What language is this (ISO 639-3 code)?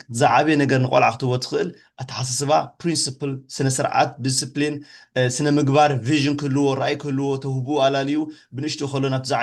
tir